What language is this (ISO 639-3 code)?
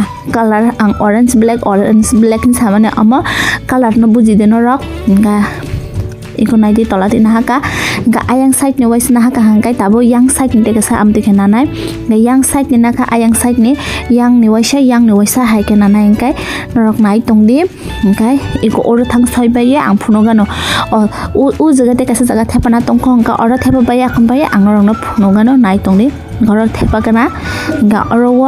trp